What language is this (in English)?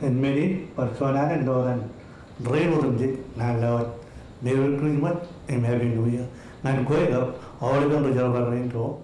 Marshallese